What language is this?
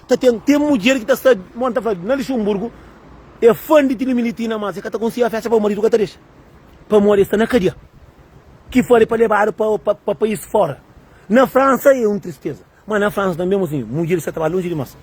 Kabuverdianu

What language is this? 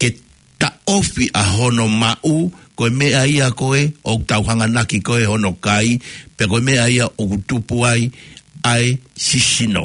Tongan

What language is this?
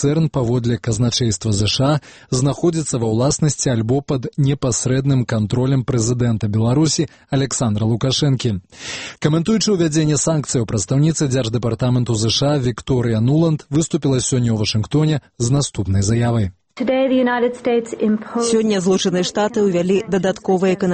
Belarusian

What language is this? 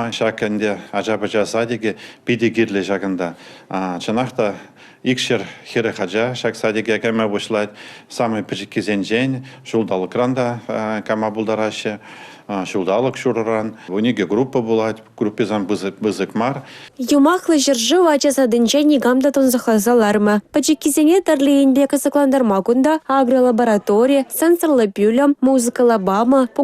Chuvash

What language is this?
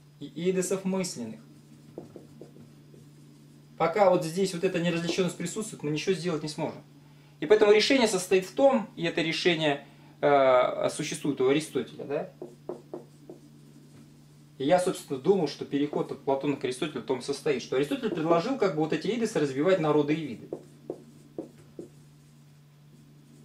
Russian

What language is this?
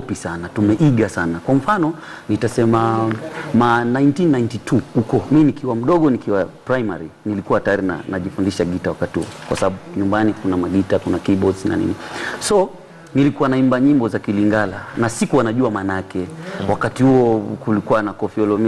Swahili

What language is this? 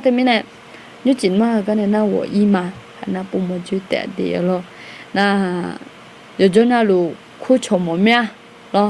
Akha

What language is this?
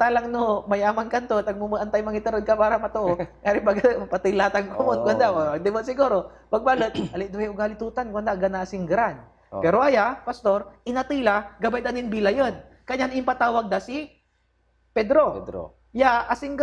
Pangasinan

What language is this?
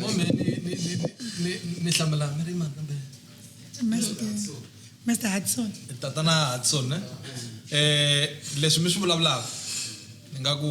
Tsonga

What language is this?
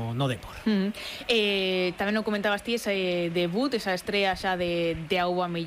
Galician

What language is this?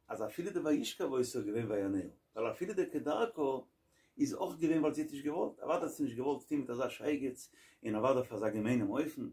Yiddish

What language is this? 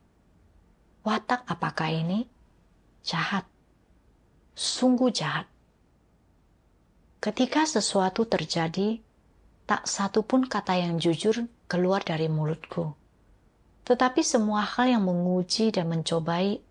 Indonesian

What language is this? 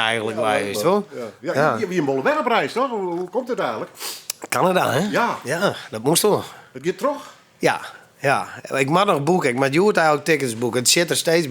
Western Frisian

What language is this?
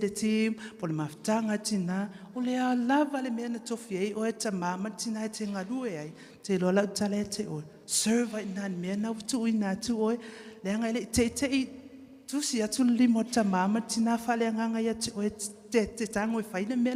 Samoan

